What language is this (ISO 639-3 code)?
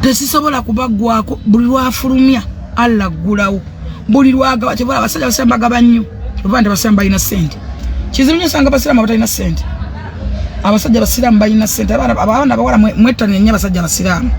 lug